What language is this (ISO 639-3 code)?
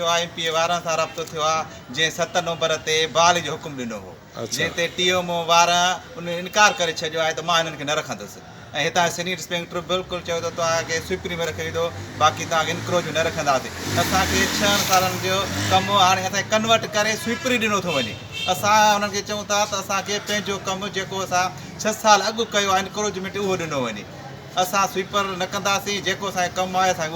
snd